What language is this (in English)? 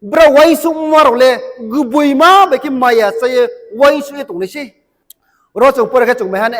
Riang (India)